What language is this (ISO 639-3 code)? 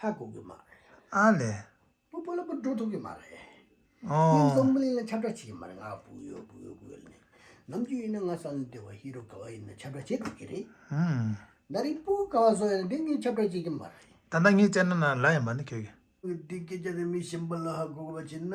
bod